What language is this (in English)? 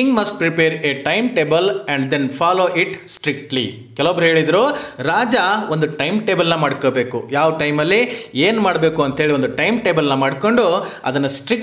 Kannada